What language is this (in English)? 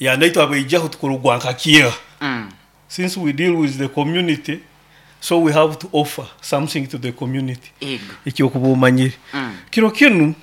Nyoro